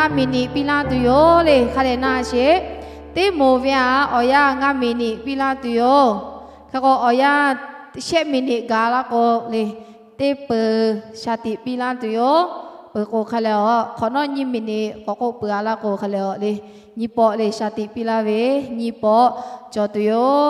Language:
Lahu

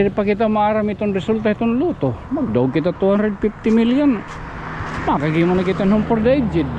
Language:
Waray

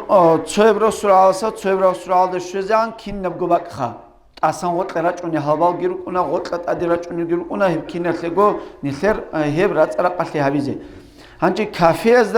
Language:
Avaric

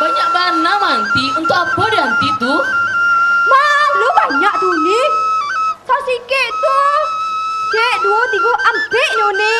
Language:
Minangkabau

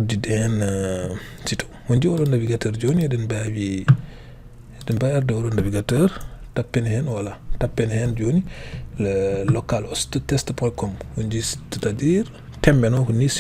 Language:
Fula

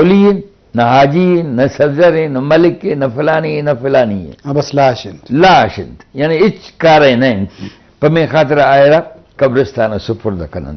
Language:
Eastern Balochi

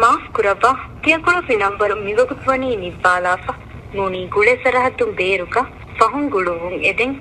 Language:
Divehi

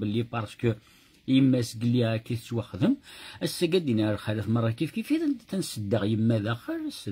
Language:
Kabyle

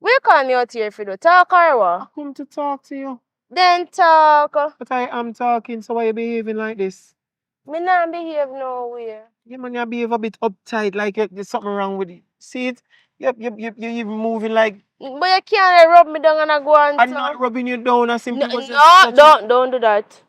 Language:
Jamaican Creole English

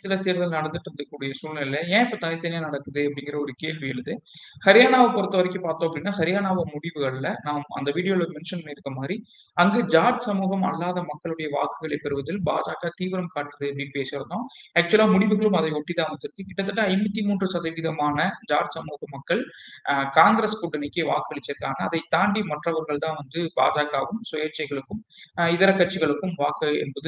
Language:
Tamil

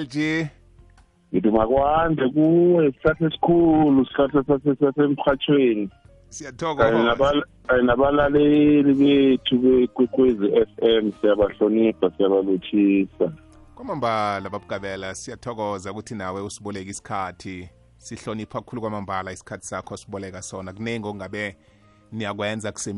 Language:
South Ndebele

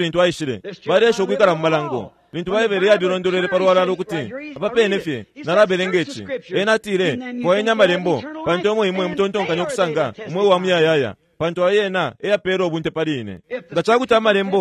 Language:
Bemba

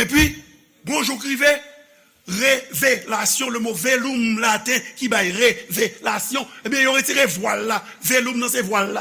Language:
Haitian Creole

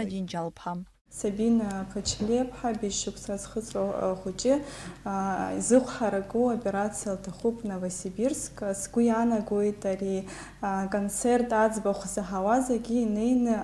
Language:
Abkhazian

